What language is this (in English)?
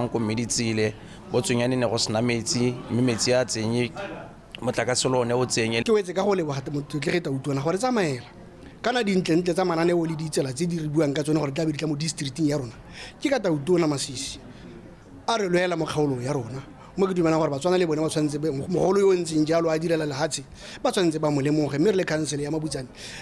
Tswana